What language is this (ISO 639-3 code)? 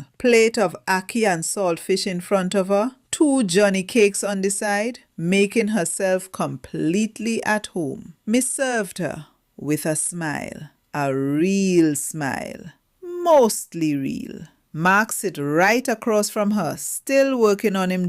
jam